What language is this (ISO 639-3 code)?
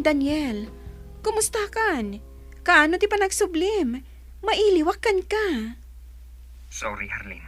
ilo